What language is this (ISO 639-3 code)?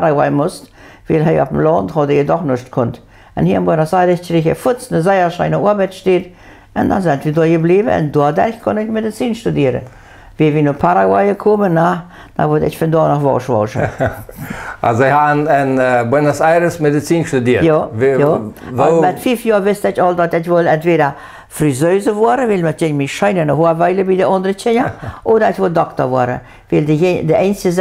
pdt